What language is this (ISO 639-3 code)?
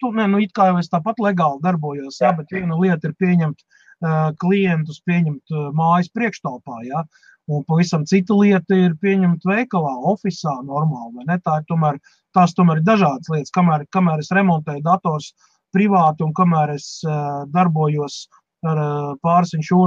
lav